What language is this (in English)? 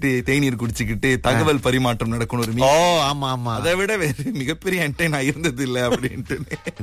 Tamil